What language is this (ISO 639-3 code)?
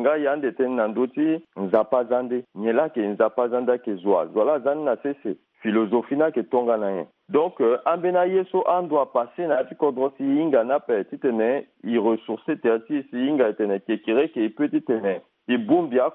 sag